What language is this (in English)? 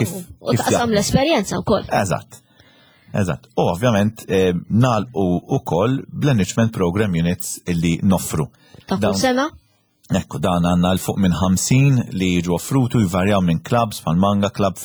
Maltese